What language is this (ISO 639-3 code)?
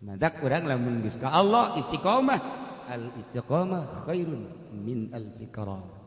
sun